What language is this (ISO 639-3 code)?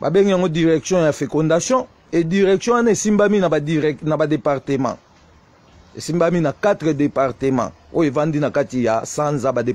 lin